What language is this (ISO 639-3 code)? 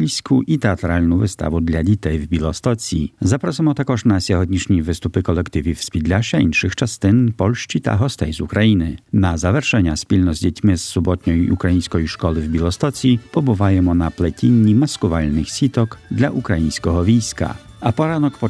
ukr